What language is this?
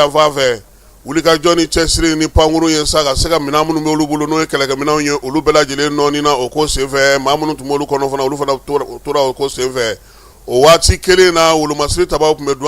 Bambara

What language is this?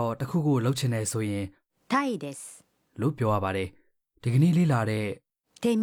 Burmese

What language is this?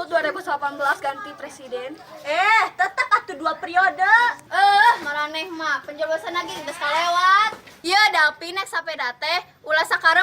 Sundanese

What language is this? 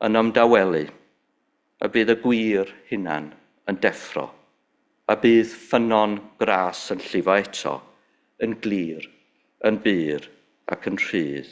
Welsh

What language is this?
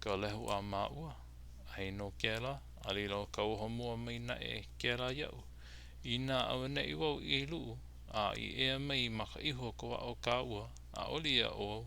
Hawaiian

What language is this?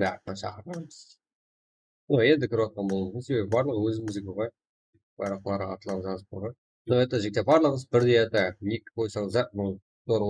Kara-Kalpak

